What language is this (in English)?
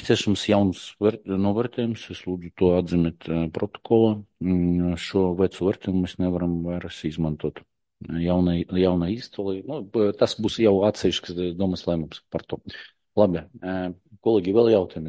Latvian